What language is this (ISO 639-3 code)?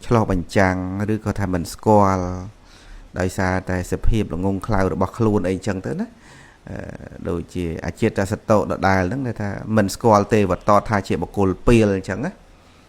khm